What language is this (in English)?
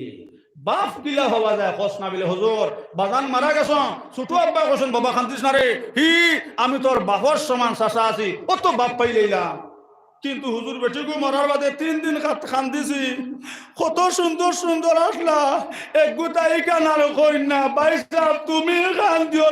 Sylheti